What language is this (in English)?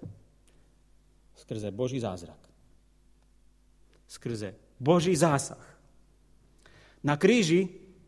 Slovak